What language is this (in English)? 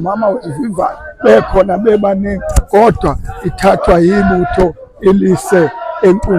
Zulu